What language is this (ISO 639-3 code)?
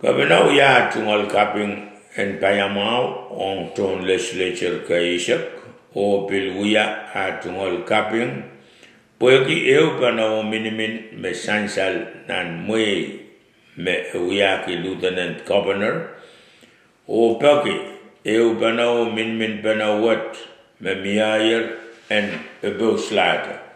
pon